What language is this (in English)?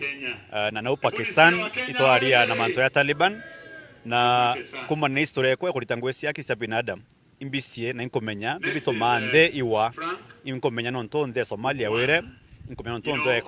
Meru